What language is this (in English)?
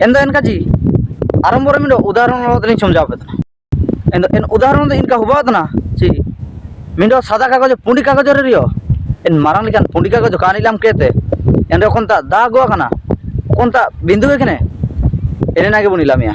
Ho